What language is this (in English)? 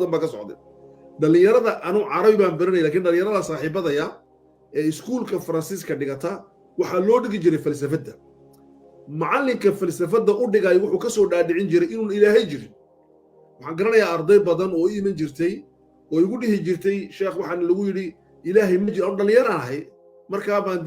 Somali